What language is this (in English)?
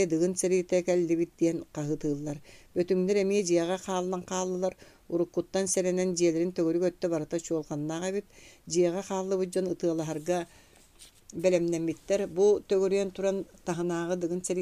Yakut